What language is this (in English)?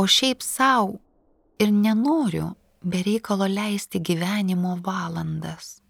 Lithuanian